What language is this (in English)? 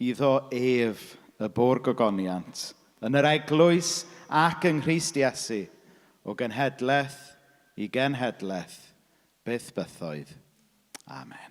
Welsh